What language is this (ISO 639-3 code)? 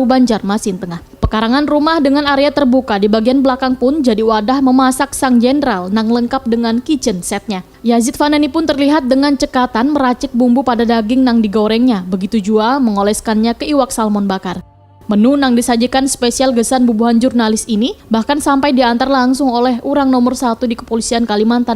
bjn